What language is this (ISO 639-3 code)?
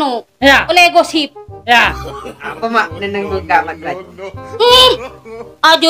mad